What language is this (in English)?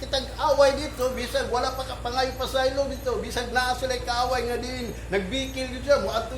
Cebuano